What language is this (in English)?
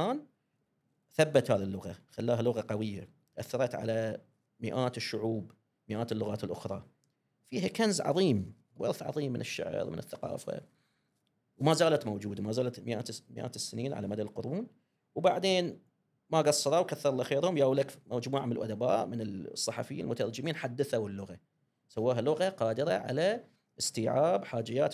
Gulf Arabic